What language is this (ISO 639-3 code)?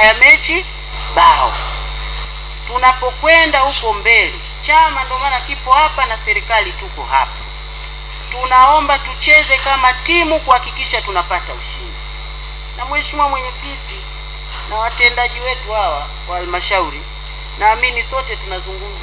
swa